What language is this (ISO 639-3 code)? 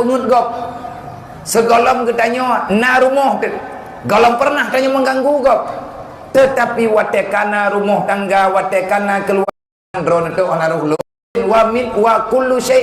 ace